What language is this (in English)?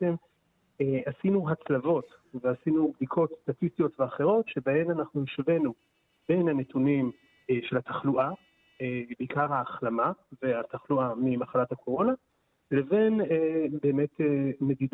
Hebrew